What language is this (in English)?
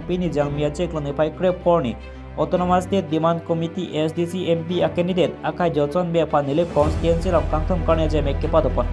Karbi